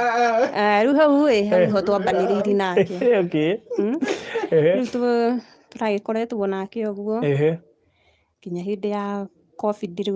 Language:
Kikuyu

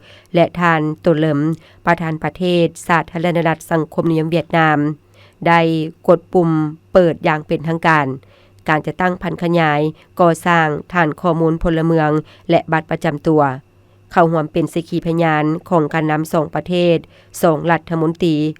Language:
Lao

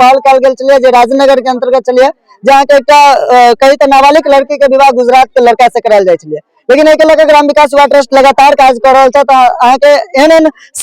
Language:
Maithili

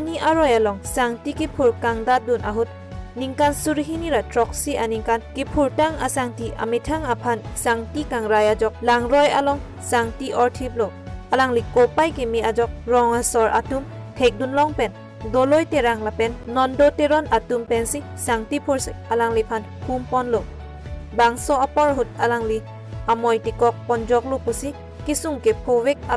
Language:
Karbi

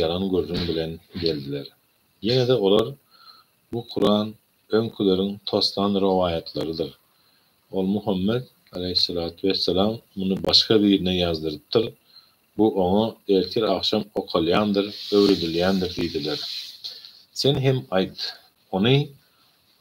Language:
Turkmen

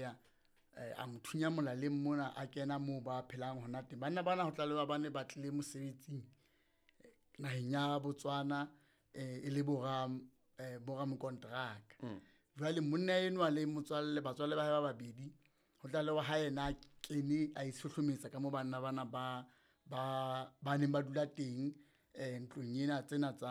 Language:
Southern Sotho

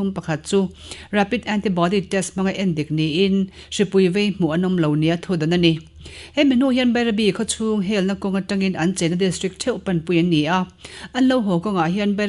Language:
Mizo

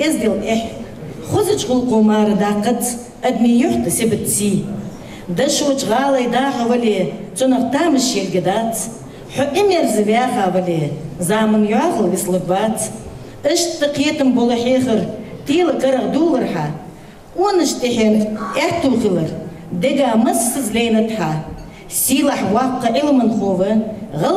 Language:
Ingush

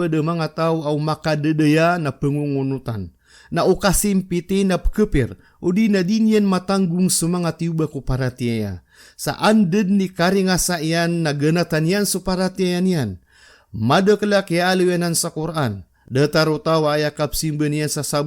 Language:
Maranao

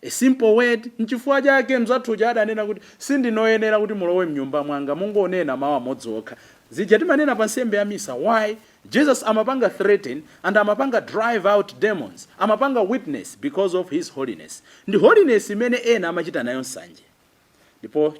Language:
Nyanja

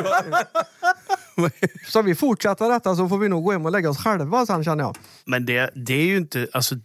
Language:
Swedish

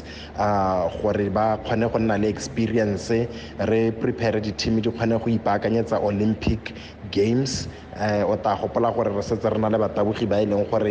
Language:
Tswana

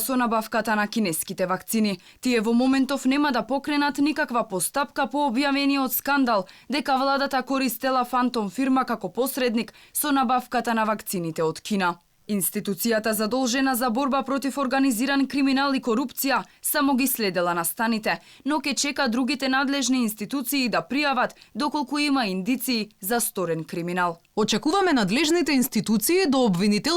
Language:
Macedonian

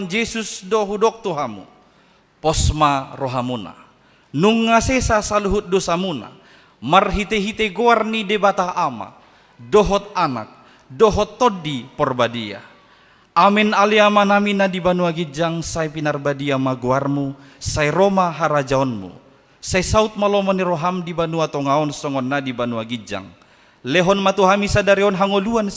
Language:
Batak Toba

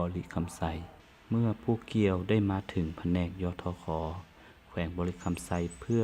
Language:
Lao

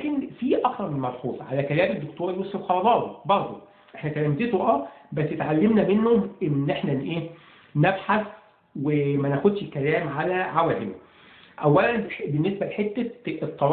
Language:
Egyptian Arabic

